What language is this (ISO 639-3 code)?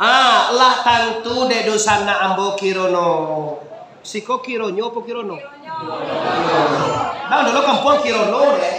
min